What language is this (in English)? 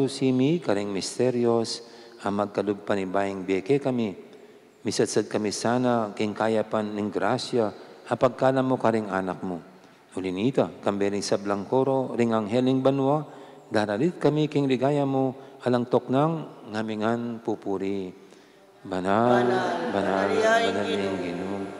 Pampanga